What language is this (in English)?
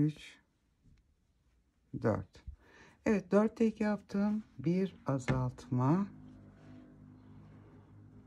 Turkish